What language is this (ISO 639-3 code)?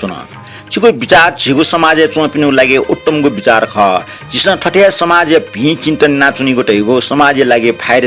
new